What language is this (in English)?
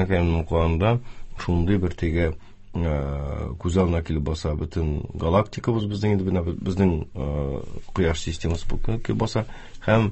Tatar